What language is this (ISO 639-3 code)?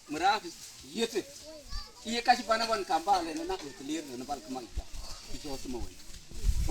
mfz